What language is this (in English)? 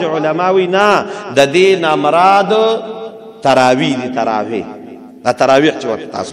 Pashto